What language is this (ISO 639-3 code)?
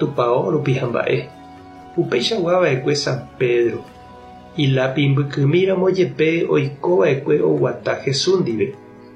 grn